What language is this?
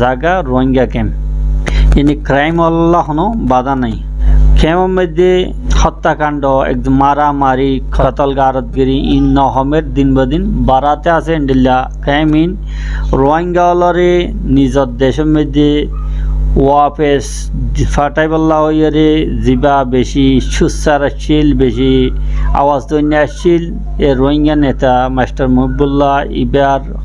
Rohingya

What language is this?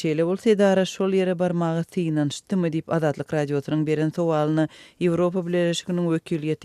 Turkmen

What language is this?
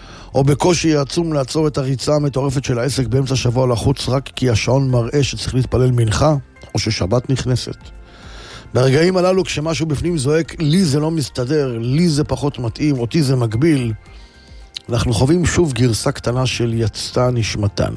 Hebrew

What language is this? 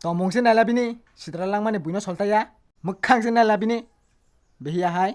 Kok Borok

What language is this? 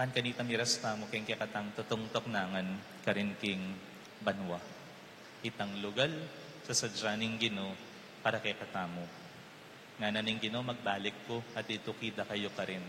Pampanga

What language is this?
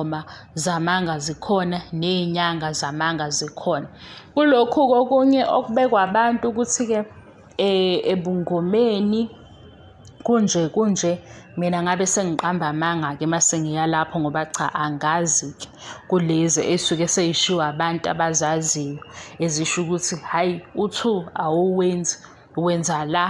Zulu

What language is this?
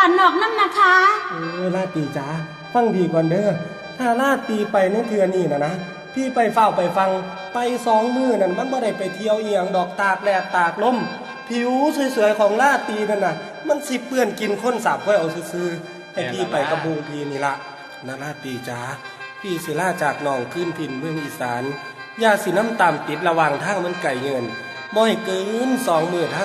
Northeastern Thai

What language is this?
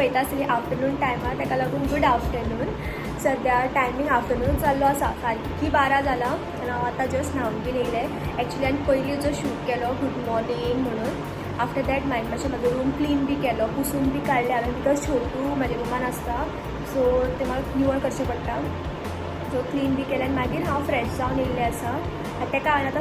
Konkani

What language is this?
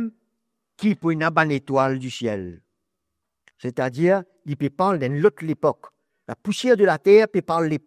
Morisyen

